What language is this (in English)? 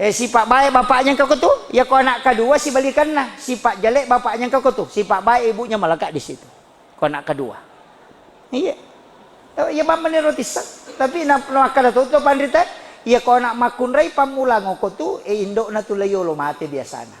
Buginese